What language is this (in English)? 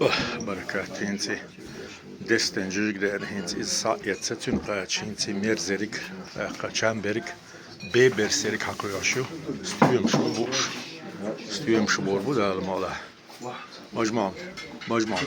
Chechen